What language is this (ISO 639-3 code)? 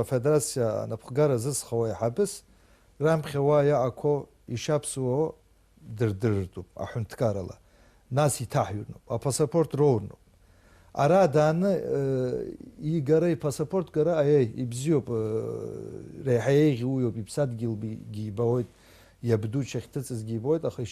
abk